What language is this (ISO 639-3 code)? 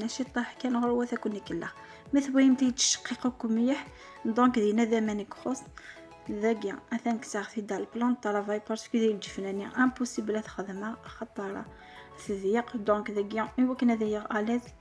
kab